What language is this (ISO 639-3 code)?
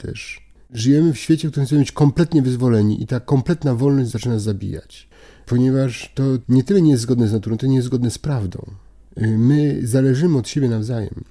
pol